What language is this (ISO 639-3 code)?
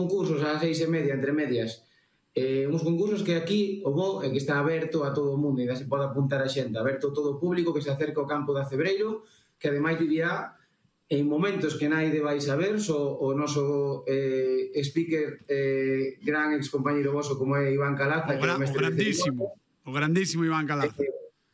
glg